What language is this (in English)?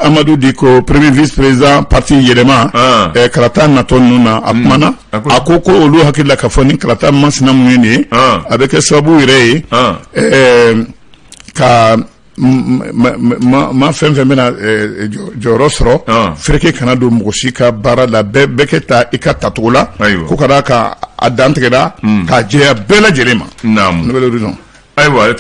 Bambara